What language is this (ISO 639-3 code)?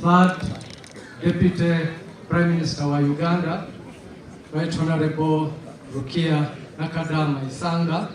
xog